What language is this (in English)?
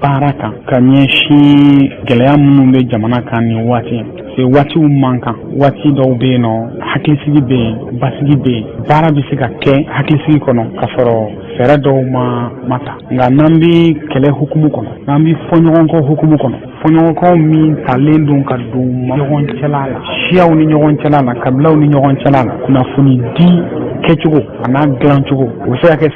Bambara